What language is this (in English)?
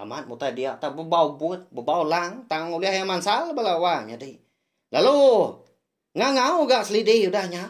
Iban